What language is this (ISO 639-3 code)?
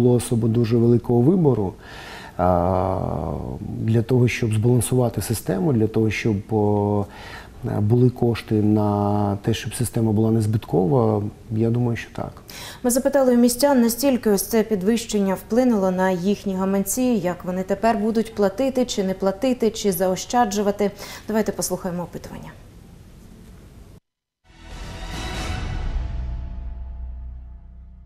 ukr